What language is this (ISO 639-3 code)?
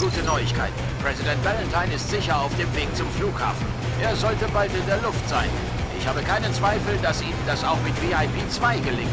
bar